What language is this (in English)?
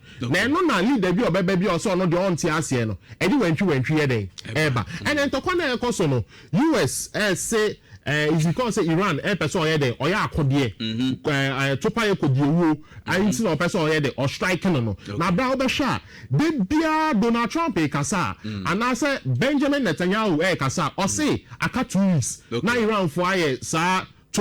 Akan